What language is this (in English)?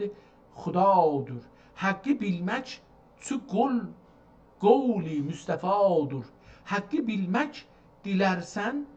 South Azerbaijani